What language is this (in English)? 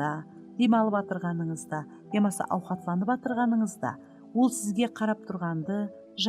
Kara-Kalpak